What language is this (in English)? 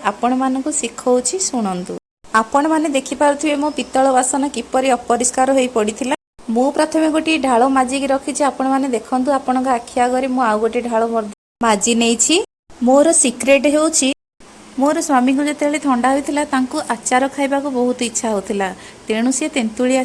Odia